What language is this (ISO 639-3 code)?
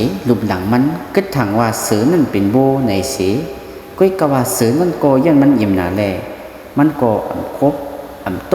shn